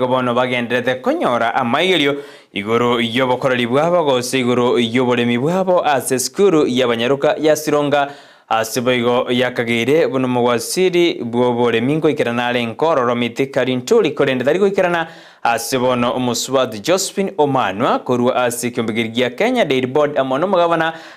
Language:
Gusii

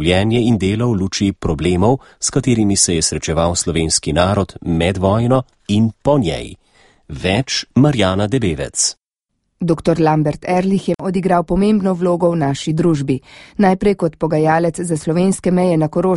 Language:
Slovenian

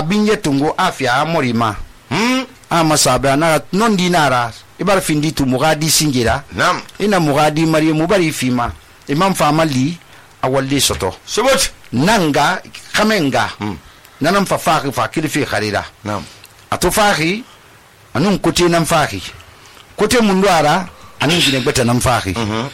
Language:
Susu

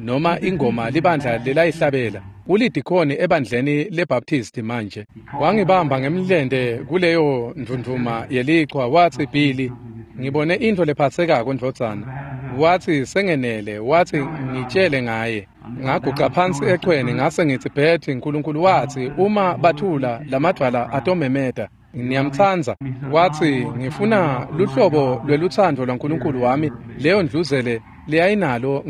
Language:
Swati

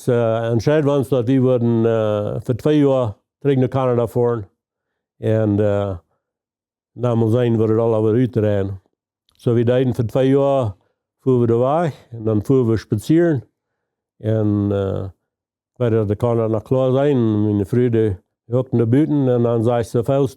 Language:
Plautdietsch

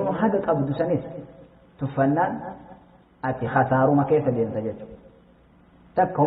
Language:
Oromo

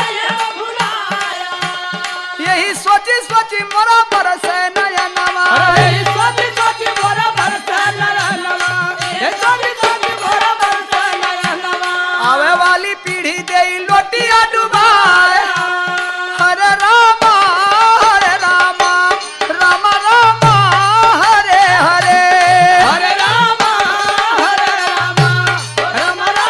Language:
Bhojpuri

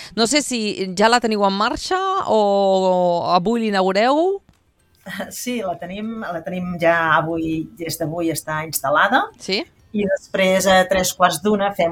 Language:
Catalan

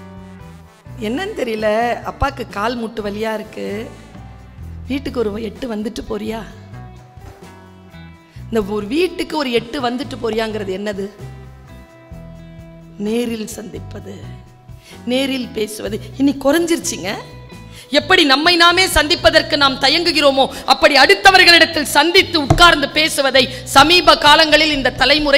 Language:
Tamil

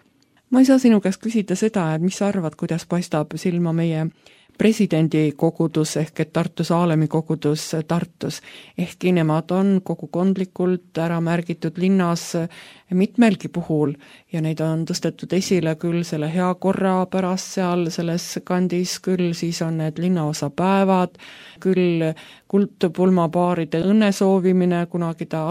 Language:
Estonian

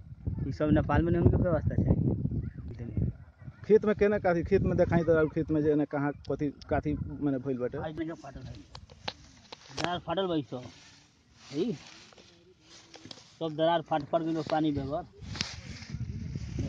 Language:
Bhojpuri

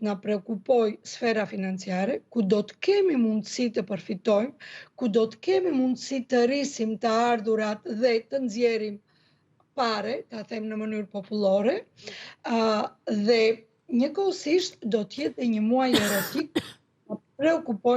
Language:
Albanian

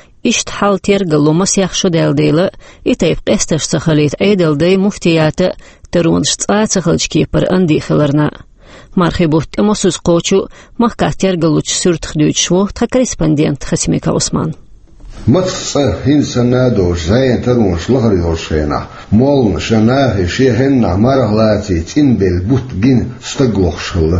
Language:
Chechen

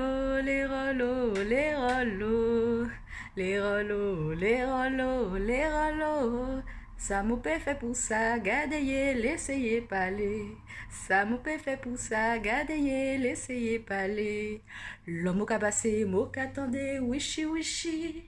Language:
Guianese Creole French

